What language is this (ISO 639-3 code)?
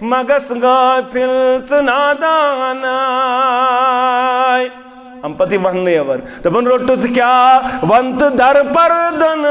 kas